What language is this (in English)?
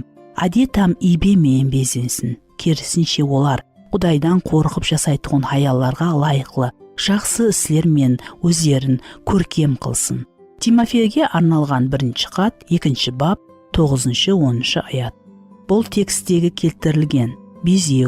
Kara-Kalpak